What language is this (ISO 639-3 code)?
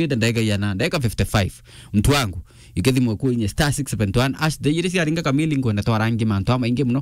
mer